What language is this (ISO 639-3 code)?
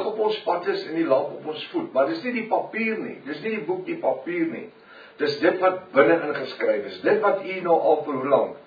afr